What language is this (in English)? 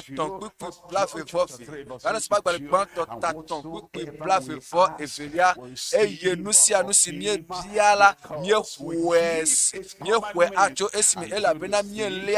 Ewe